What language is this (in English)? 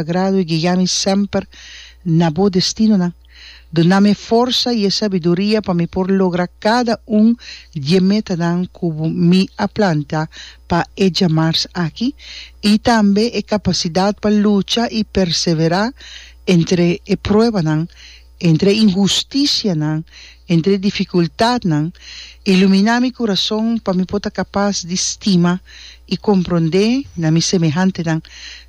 Papiamento